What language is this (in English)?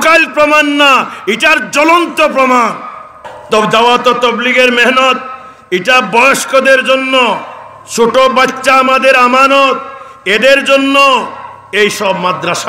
Sylheti